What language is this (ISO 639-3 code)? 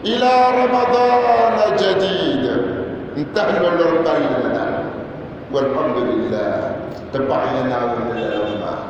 dag